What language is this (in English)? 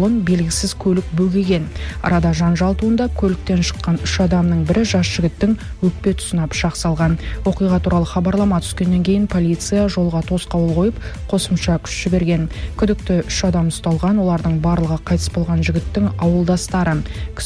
Kazakh